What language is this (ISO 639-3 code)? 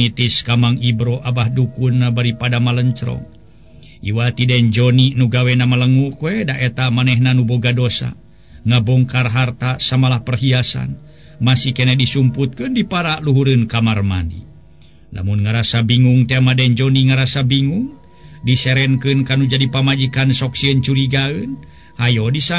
sun